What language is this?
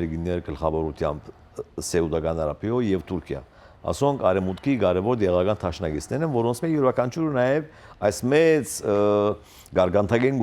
Western Armenian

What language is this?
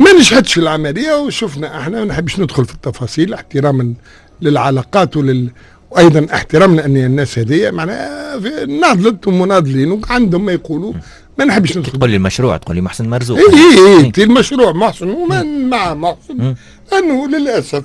Tunisian Arabic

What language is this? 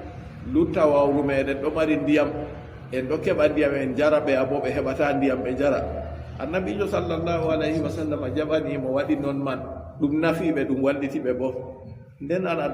Fula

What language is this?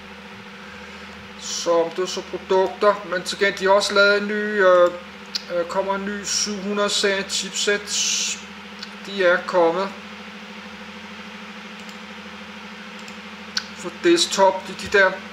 Danish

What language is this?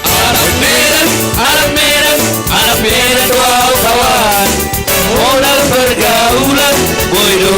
Batak Simalungun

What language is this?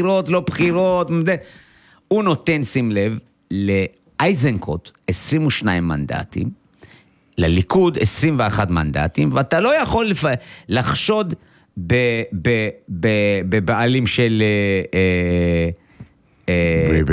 Hebrew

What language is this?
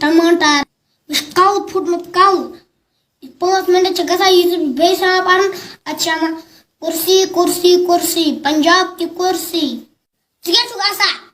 Kashmiri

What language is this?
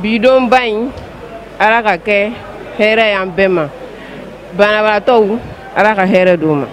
Bambara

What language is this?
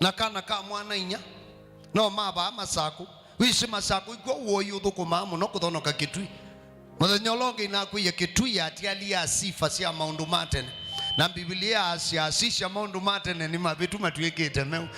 Kamba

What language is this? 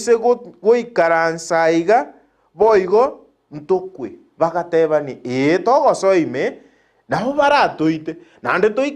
Gusii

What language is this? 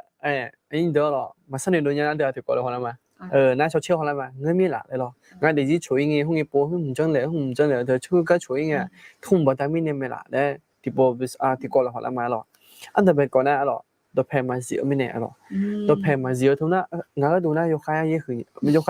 Akha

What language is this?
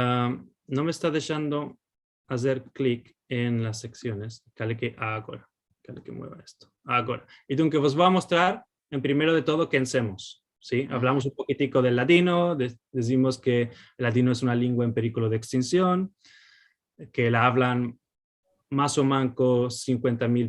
Ladino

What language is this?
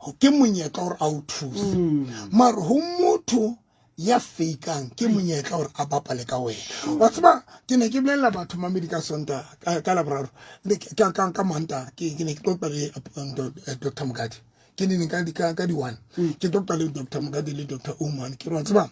Southern Sotho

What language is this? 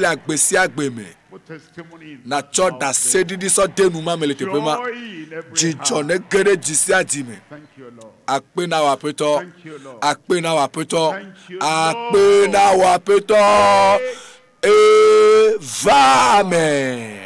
Ewe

